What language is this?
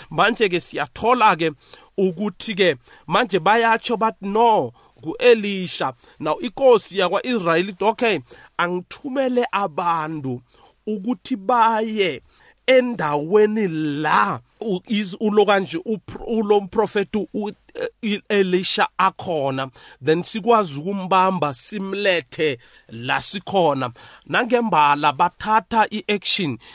South Ndebele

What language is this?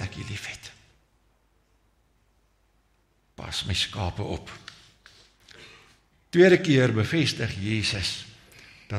Afrikaans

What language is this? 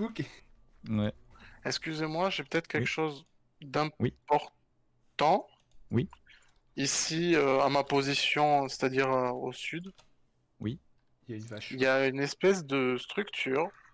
French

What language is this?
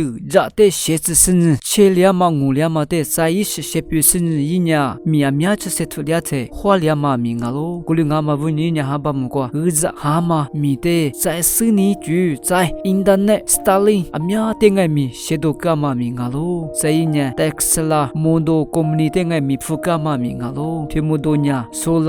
Lisu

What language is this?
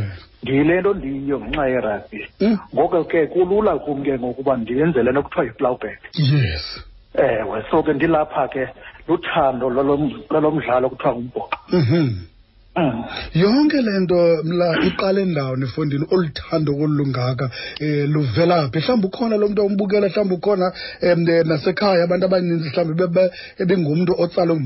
Xhosa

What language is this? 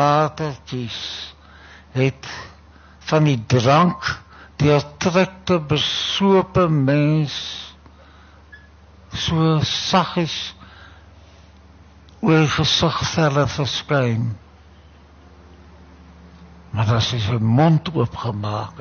Afrikaans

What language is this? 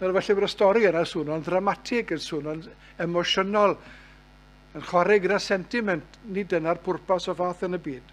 Welsh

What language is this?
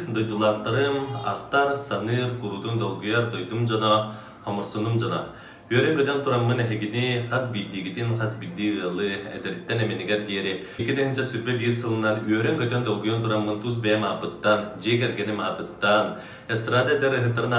Yakut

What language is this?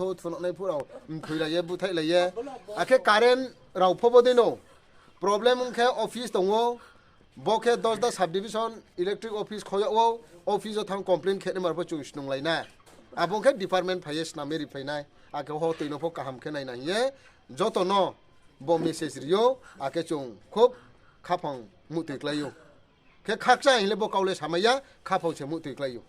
Riang (India)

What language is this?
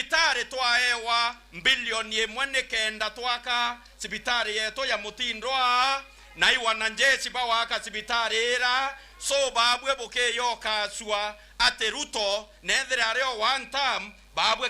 Meru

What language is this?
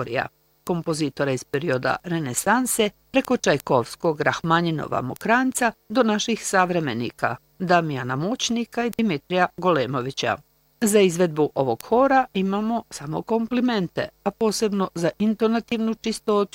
Bosnian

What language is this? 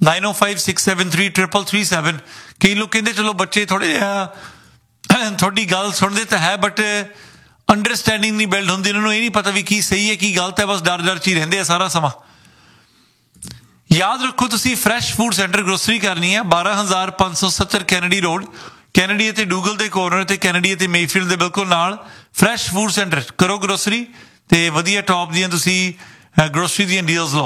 Punjabi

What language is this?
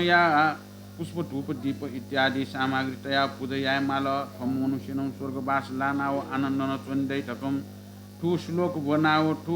Newari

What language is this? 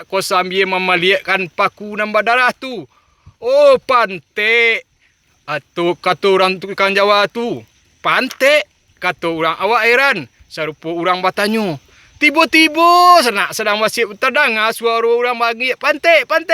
Minangkabau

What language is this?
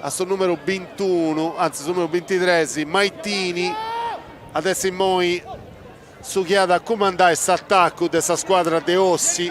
Sardinian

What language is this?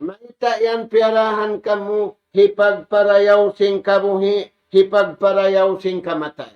Tausug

